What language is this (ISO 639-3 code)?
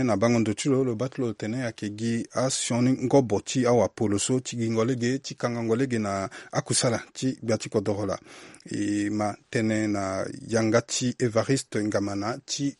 sag